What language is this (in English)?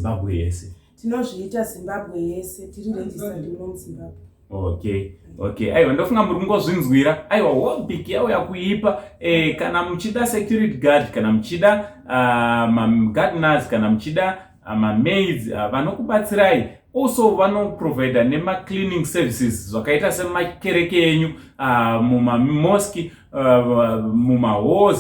Shona